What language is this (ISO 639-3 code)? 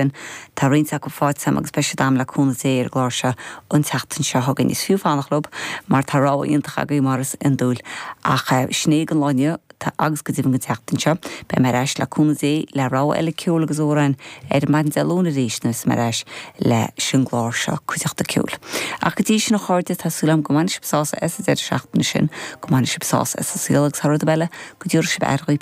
gle